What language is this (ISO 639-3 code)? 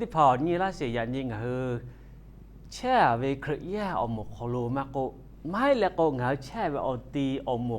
lhu